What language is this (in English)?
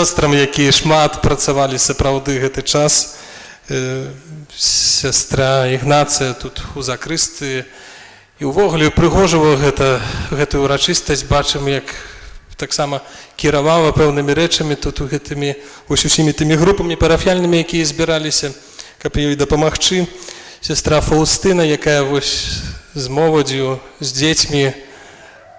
Belarusian